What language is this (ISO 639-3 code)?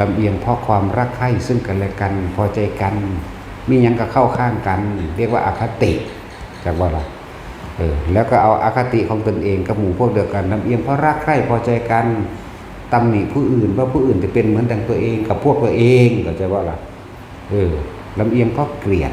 tts